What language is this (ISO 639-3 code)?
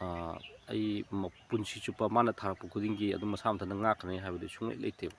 mni